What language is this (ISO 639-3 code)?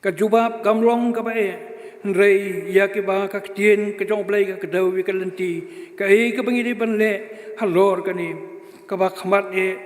kha